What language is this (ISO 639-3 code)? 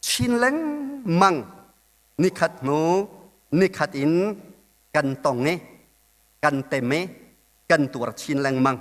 cnh